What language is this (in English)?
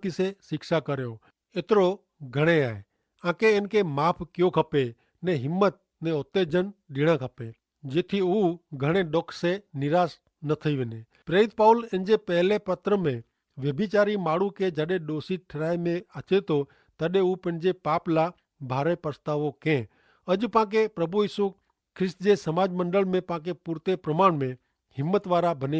Kachhi